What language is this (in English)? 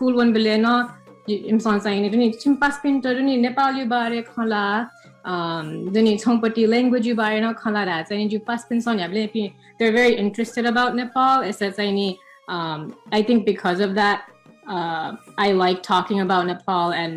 Newari